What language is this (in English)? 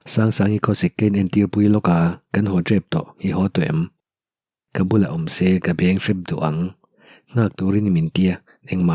Mizo